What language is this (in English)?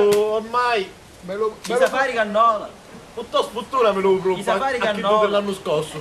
Sicilian